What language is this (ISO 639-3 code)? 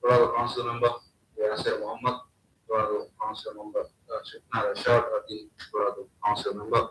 div